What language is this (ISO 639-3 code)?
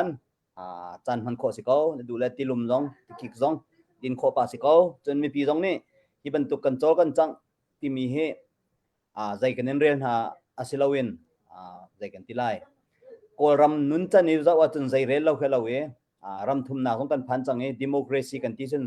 cnh